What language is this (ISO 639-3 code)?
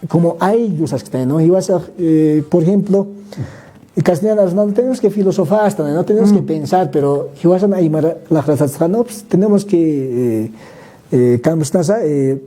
aym